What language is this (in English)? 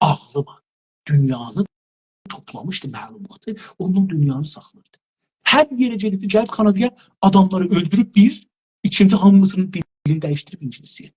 South Azerbaijani